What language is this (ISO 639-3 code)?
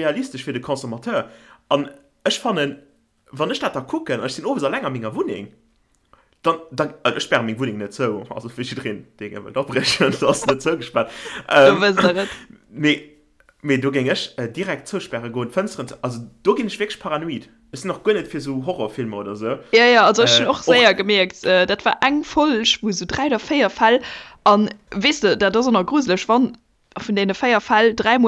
ltz